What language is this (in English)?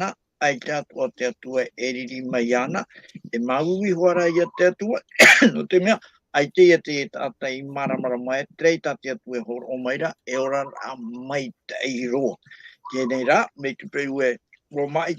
Tahitian